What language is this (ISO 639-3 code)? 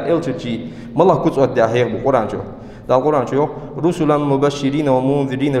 inh